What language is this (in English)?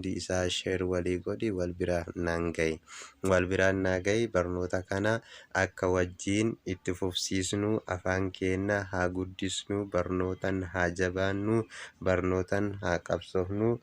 Oromo